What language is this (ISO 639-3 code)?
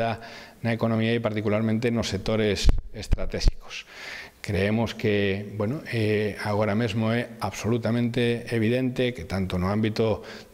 glg